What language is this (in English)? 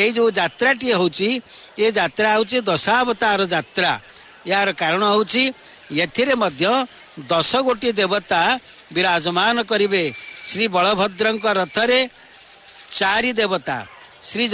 Odia